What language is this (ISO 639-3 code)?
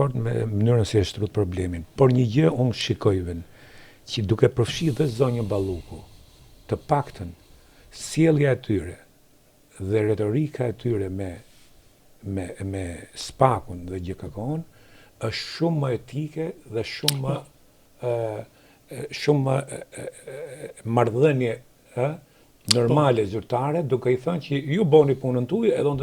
sqi